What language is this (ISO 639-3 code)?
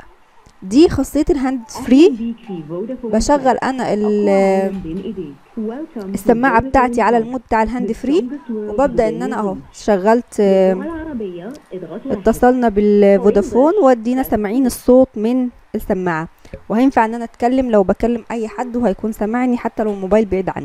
arz